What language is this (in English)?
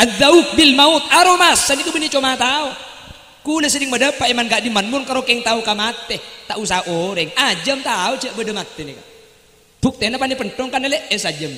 Madurese